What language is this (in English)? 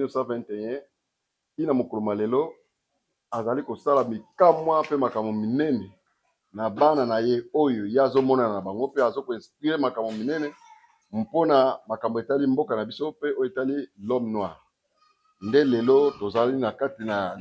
Lingala